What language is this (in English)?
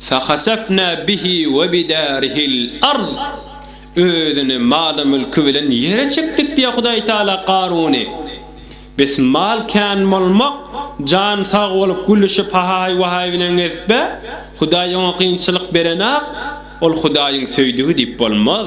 Turkmen